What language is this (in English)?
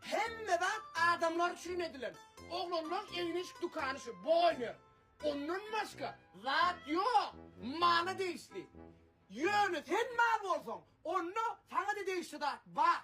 Turkmen